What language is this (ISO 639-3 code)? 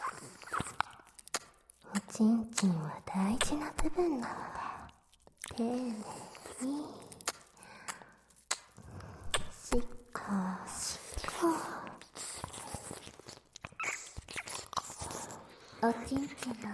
jpn